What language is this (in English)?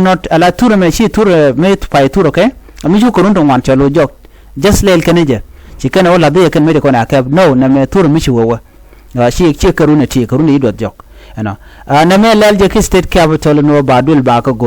Nuer